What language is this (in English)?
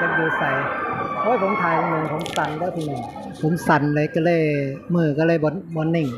Northeastern Thai